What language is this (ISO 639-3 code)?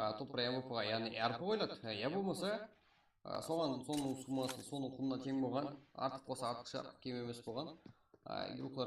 kaa